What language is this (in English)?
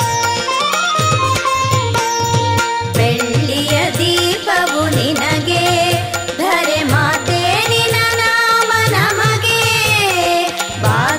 Kannada